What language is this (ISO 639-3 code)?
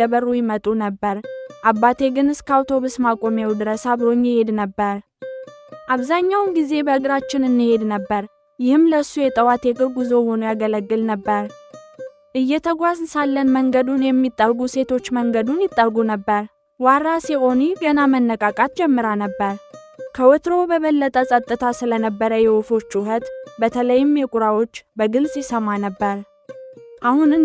amh